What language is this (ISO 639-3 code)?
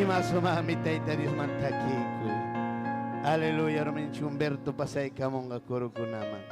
quy